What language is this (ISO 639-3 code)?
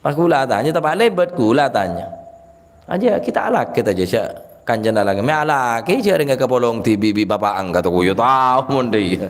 mad